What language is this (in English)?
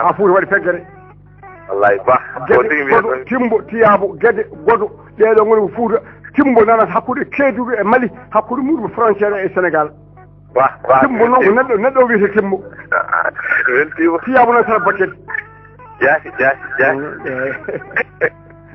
Fula